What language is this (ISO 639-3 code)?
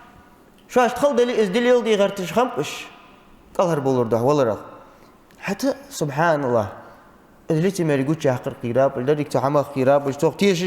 inh